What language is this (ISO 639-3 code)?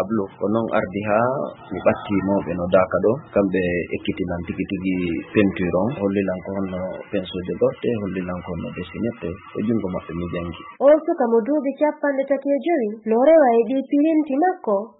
ful